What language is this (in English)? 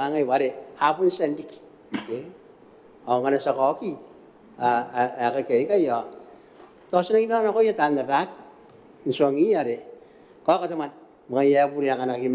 Gilbertese